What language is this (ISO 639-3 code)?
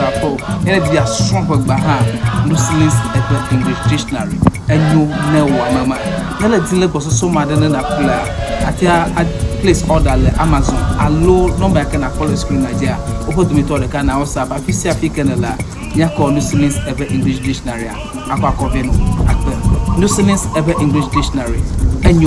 ewe